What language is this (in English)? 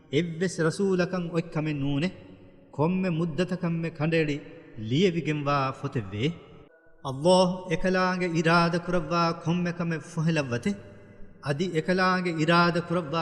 Divehi